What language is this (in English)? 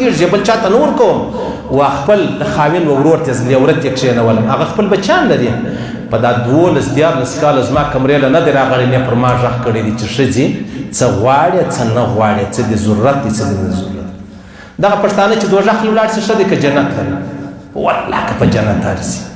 Pashto